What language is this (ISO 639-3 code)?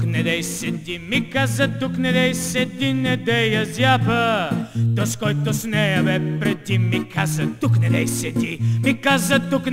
bul